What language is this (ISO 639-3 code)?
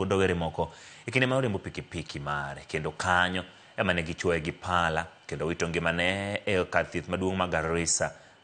luo